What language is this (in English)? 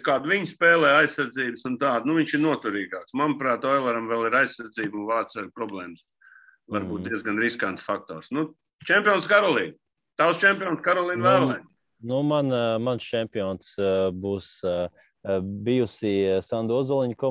Latvian